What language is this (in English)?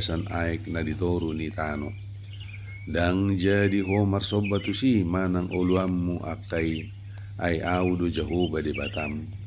Batak Toba